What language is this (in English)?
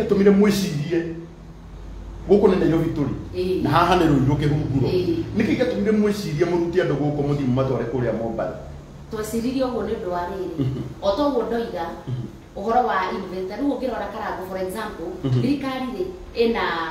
Kikuyu